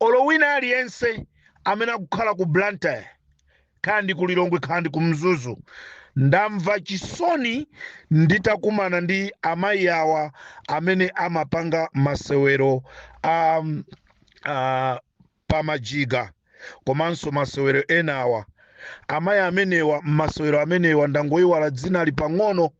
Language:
Nyanja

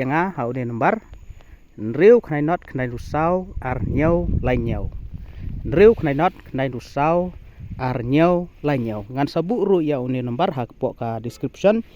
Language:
Khasi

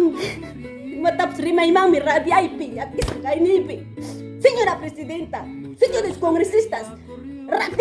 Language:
Ayacucho Quechua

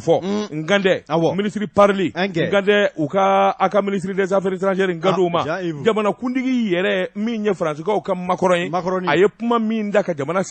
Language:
Bambara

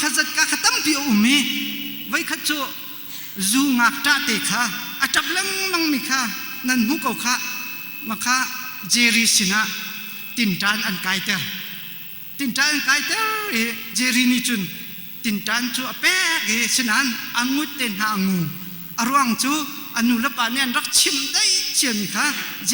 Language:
Hakha Chin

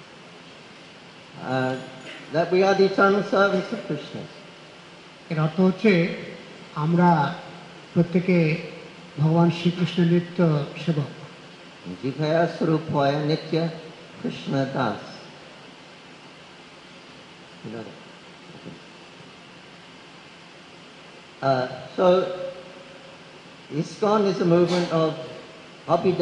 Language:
Bangla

